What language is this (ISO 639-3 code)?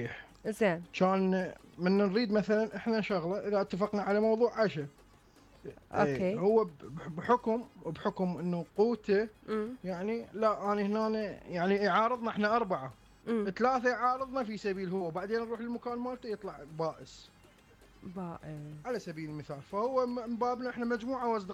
acm